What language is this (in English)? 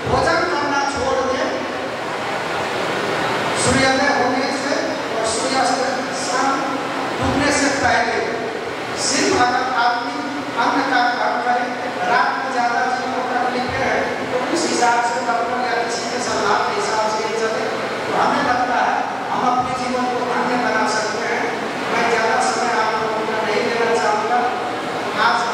Hindi